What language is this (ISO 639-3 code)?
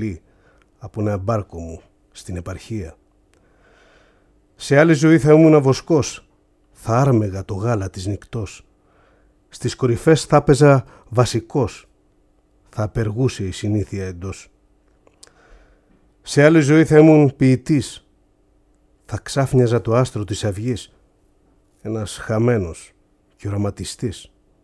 ell